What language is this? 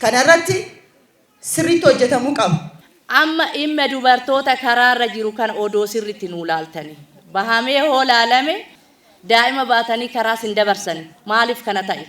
Oromo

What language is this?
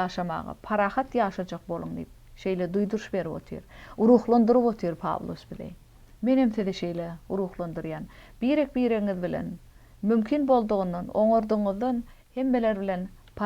Turkmen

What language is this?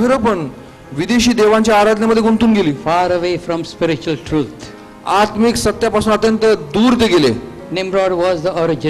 Marathi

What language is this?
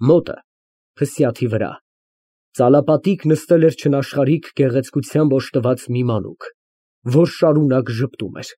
Armenian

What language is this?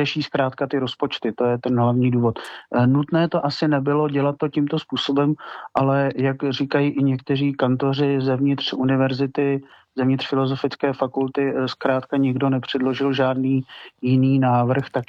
Czech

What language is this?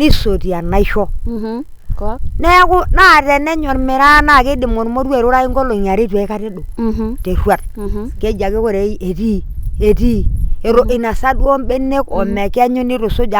Masai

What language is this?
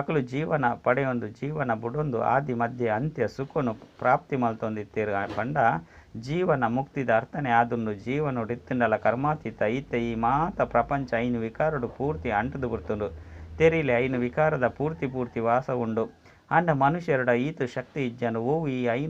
Tulu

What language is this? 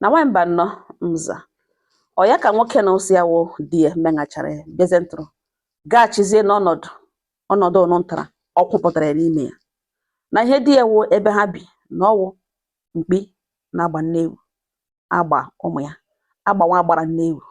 Igbo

